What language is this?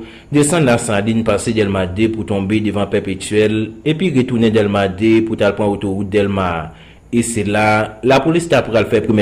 Haitian Creole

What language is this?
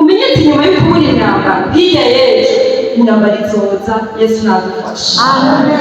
Rundi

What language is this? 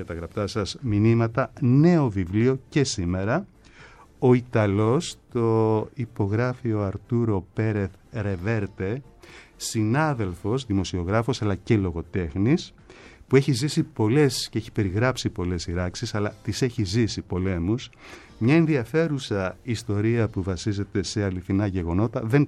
Greek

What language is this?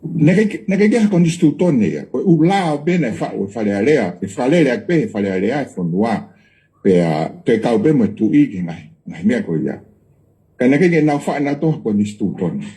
Tongan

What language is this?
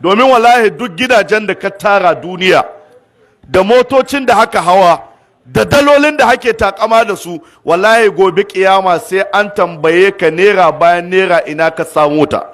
Hausa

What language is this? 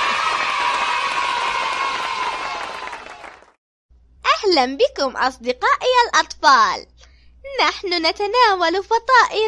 Turkish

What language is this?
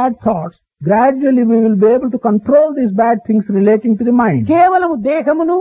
Telugu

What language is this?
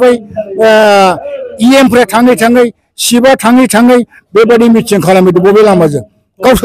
Bodo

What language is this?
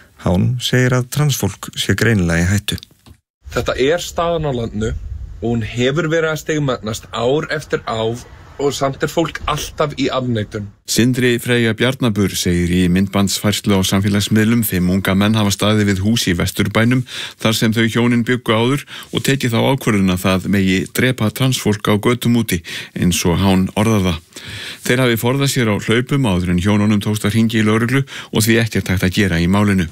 Icelandic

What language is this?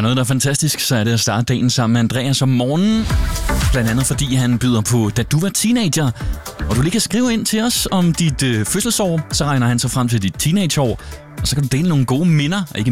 Danish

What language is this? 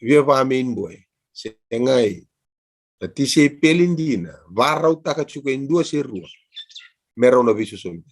Fijian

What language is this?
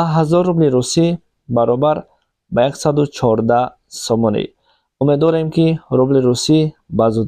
Tajik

